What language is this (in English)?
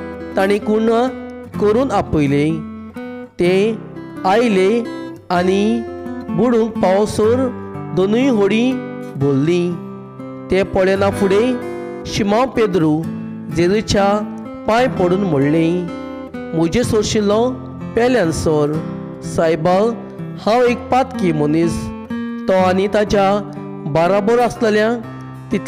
Konkani